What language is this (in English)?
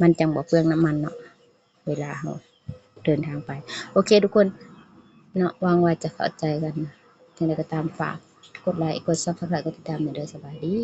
Lao